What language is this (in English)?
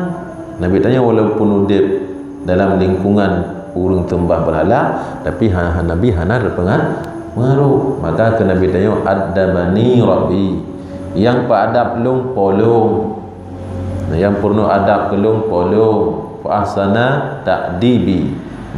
Achinese